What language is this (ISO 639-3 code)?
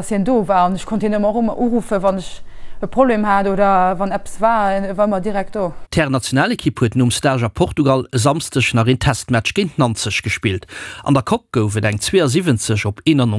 ltz